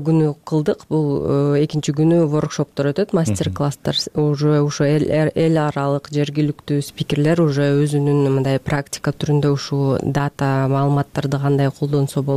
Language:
Kyrgyz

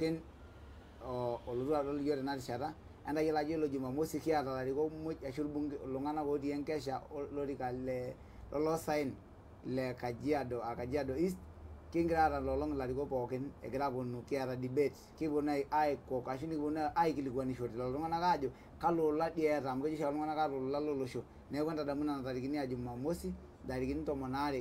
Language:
Masai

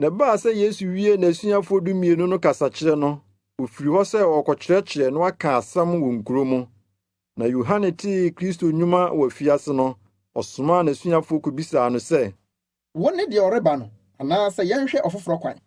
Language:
Akan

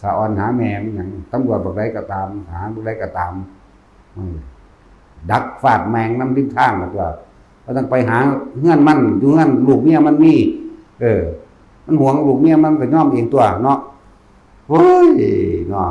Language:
Northeastern Thai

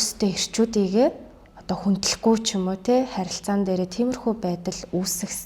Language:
Mongolian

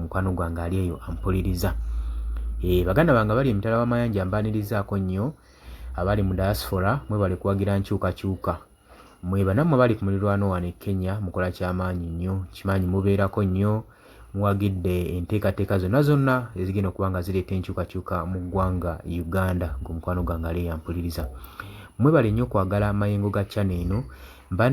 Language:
Ganda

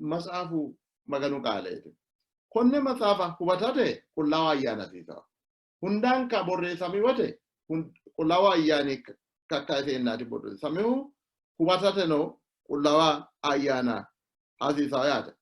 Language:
Sidamo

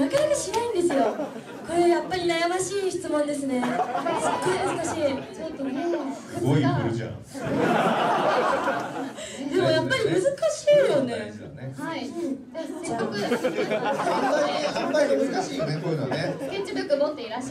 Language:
Japanese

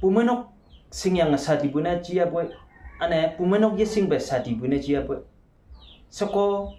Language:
Konyak Naga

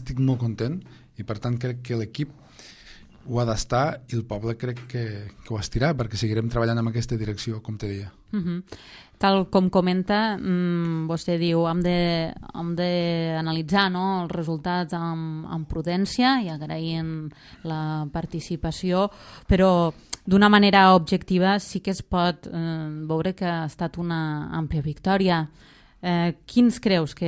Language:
Catalan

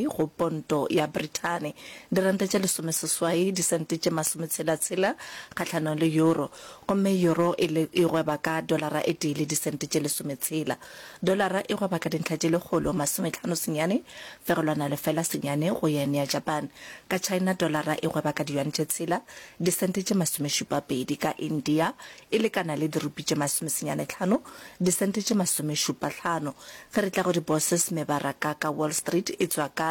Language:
Northern Sotho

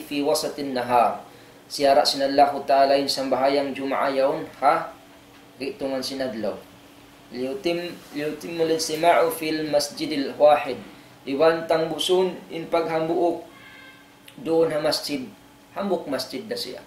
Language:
Tausug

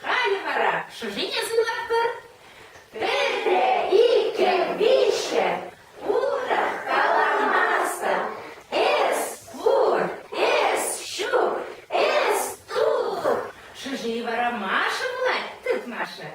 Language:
Chuvash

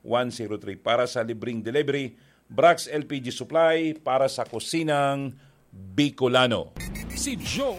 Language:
Bikol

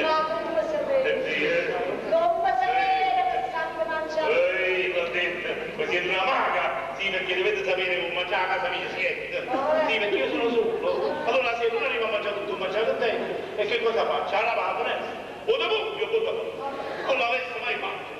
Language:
Neapolitan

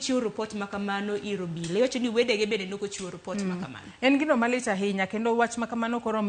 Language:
Luo (Kenya and Tanzania)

